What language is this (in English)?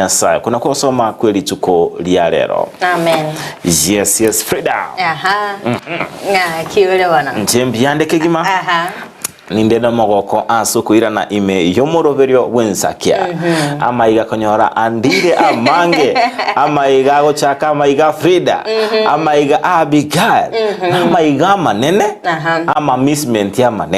Gusii